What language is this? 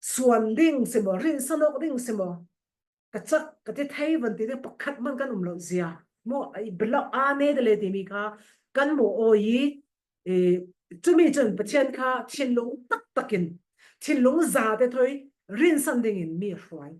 Falam Chin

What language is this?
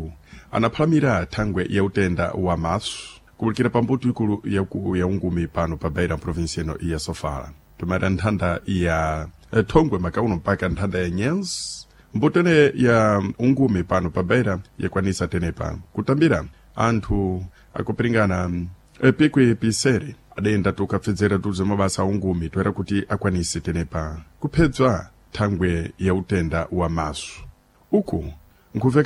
Sena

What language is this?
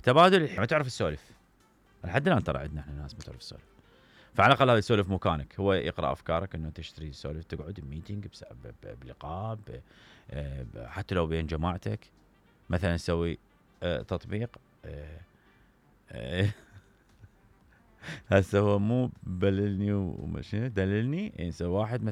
Mesopotamian Arabic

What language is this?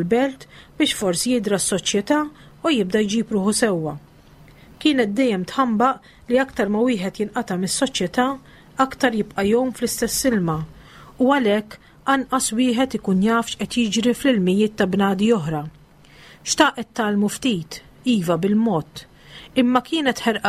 Maltese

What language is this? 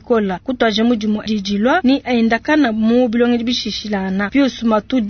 Luba-Lulua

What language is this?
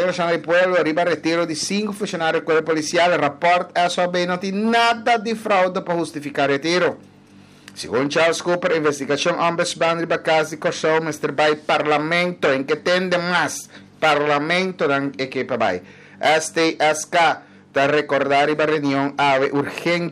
Papiamento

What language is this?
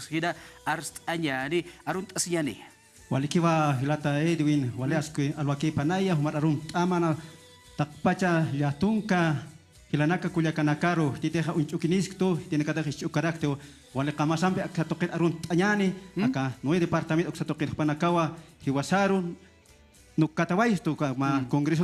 Aymara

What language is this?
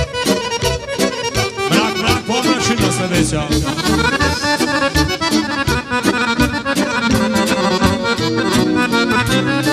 Croatian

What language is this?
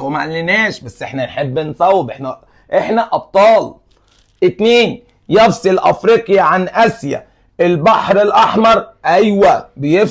Egyptian Arabic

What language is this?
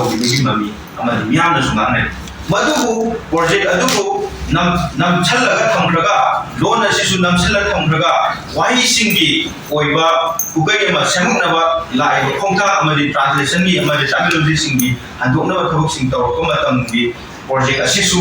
Manipuri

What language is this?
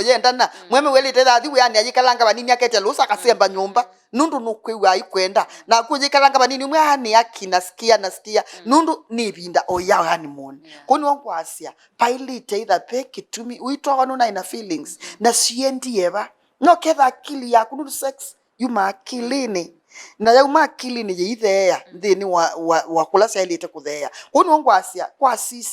Kamba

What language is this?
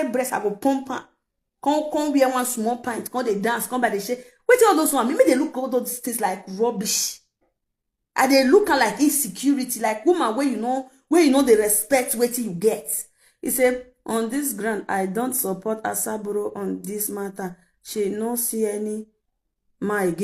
Nigerian Pidgin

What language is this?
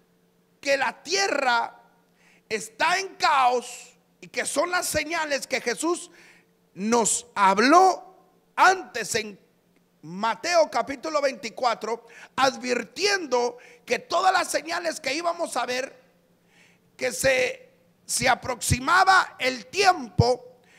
Spanish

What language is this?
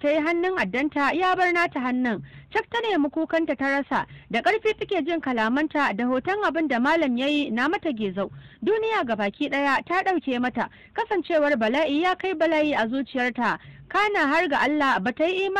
Hausa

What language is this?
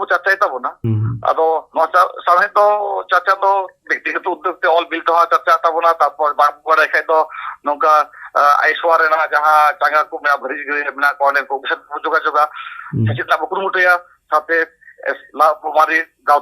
Santali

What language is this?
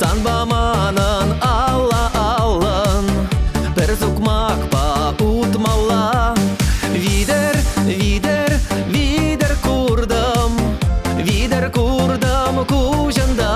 Chuvash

